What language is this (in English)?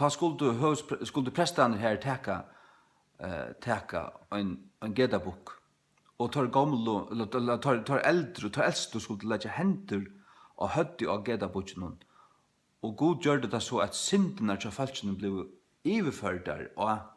Faroese